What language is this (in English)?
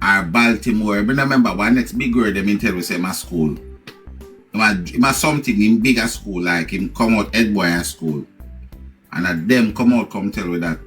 Jamaican Creole English